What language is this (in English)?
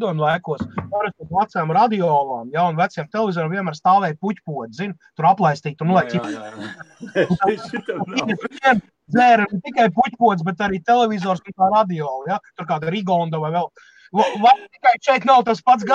Latvian